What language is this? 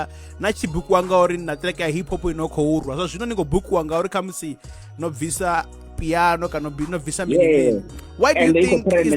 Venda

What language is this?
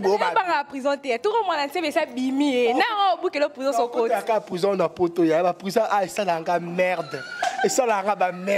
Lingala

